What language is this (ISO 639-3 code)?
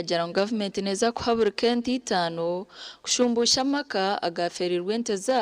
nyn